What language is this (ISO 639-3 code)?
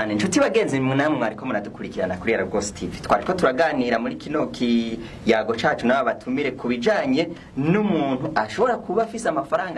run